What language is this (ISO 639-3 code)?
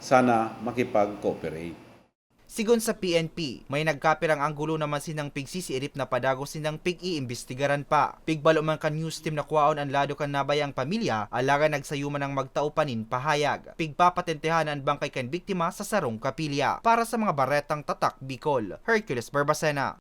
bik